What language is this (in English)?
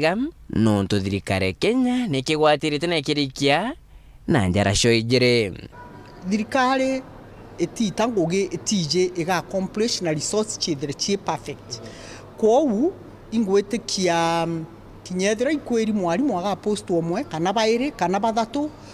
Meru